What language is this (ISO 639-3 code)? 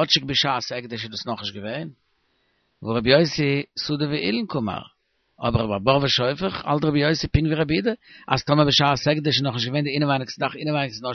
yid